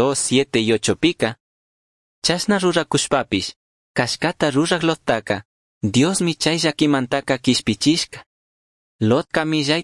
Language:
Chimborazo Highland Quichua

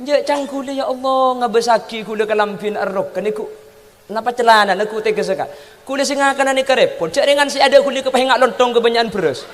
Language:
Madurese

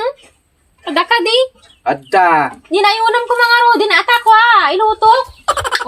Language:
Iloko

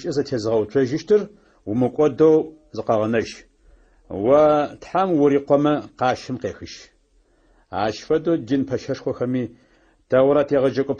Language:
Adyghe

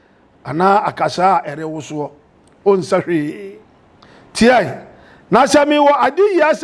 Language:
Akan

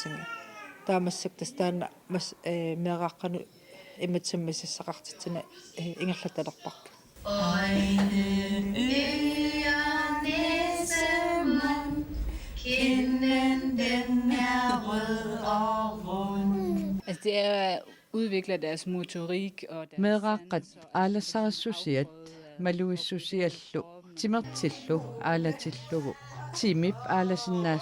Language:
Kalaallisut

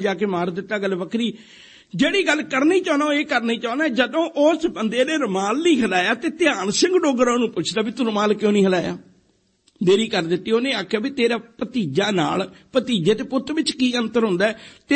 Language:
Punjabi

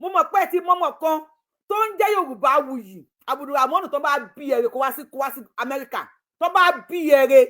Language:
Yoruba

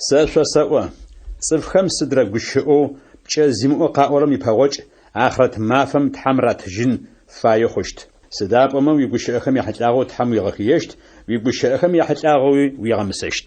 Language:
Adyghe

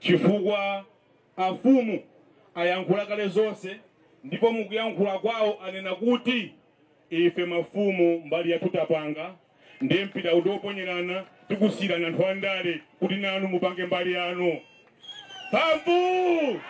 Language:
Nyanja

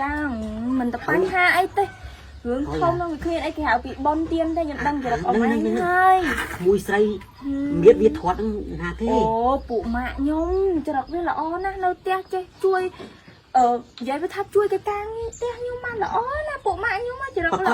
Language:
Khmer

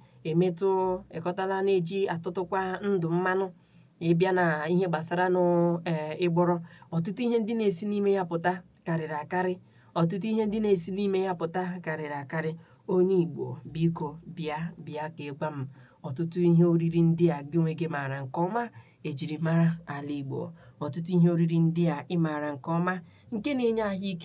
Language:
Igbo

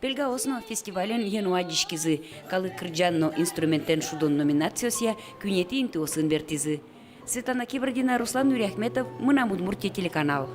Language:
Udmurt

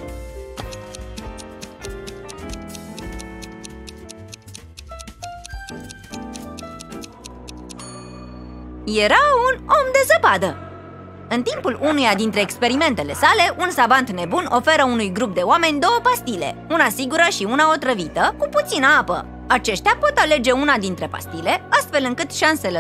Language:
Romanian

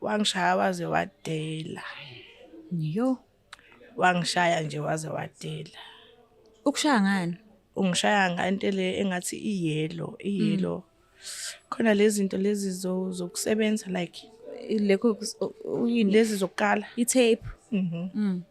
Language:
Zulu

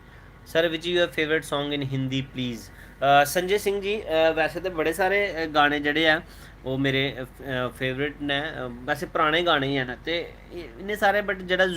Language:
Dogri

